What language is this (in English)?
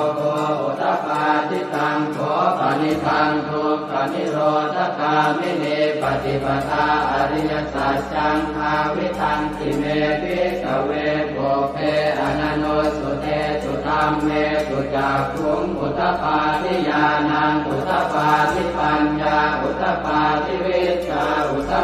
Pali